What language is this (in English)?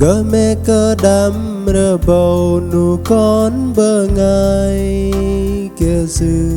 Bahnar